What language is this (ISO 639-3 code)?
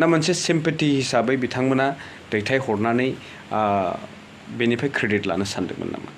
brx